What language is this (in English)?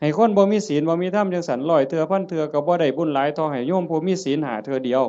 Northeastern Thai